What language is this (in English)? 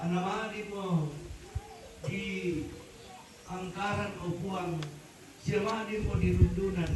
Toraja-Sa'dan